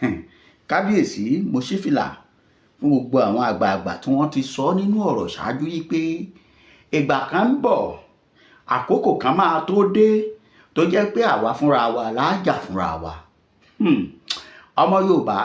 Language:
Yoruba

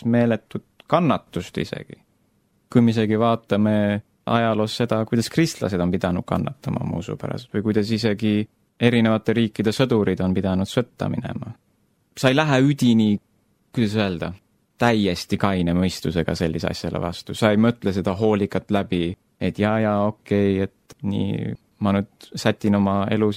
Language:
Estonian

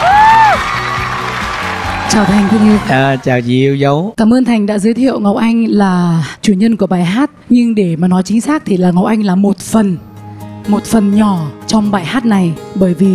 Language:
Vietnamese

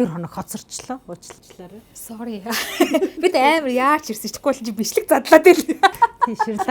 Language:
Mongolian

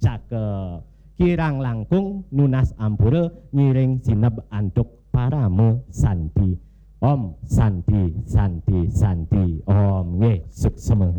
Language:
Balinese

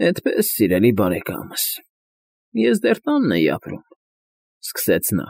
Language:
Armenian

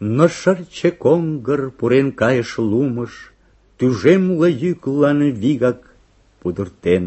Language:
Mari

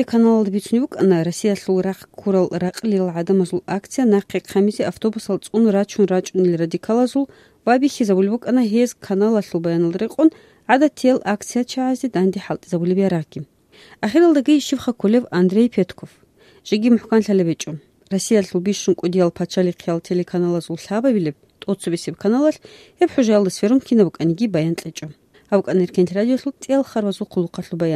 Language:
Avaric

